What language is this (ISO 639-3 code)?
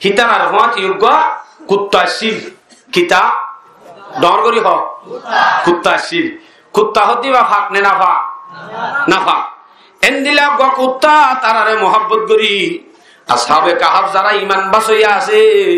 rhg